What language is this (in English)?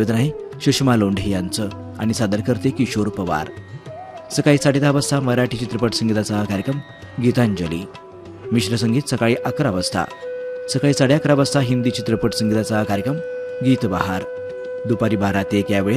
Marathi